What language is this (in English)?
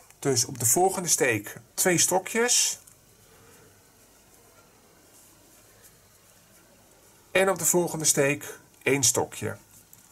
Dutch